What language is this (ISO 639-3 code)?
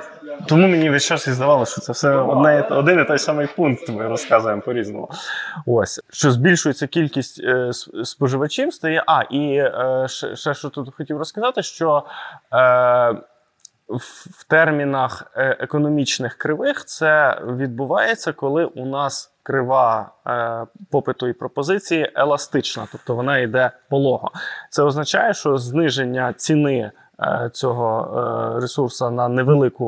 ukr